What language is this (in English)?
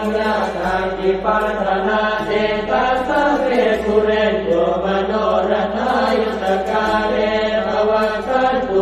Pali